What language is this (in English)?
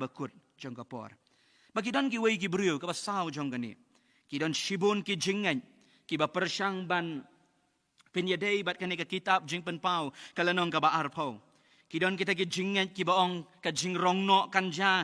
Khasi